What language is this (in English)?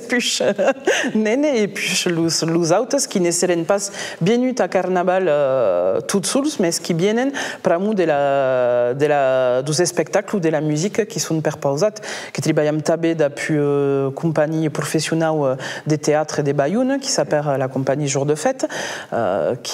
Occitan